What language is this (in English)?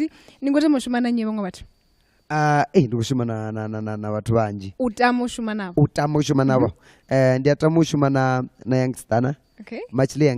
Venda